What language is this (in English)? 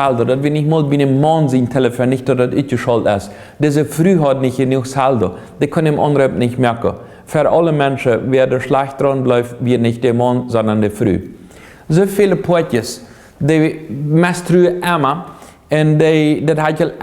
Plautdietsch